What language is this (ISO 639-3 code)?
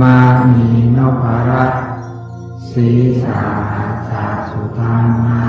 pli